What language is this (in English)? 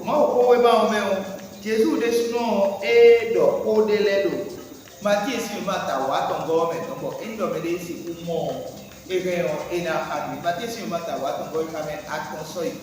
Fon